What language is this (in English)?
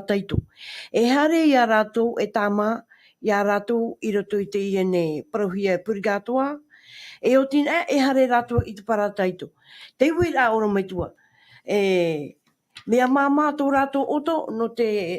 Tahitian